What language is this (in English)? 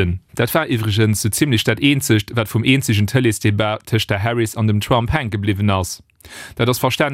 Luxembourgish